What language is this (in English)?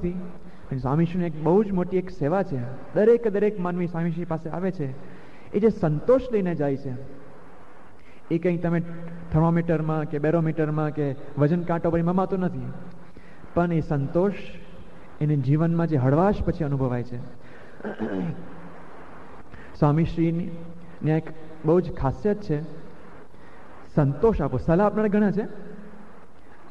Gujarati